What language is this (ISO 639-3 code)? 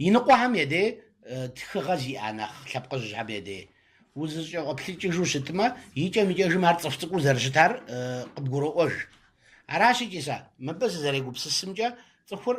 kbd